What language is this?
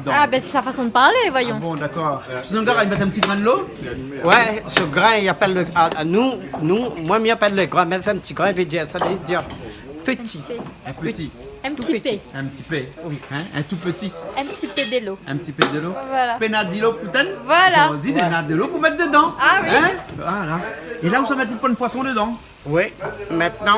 Réunion Creole French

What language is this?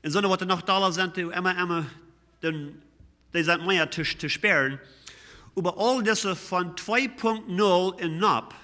Plautdietsch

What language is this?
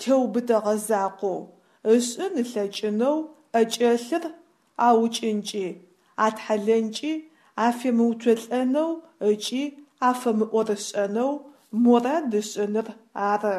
Adyghe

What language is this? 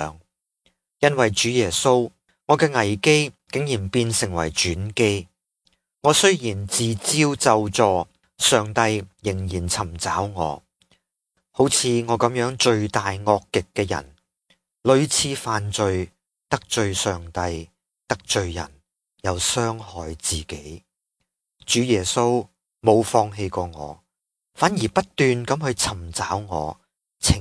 Cantonese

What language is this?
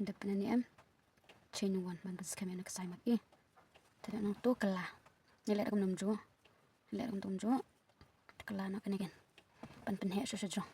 Khasi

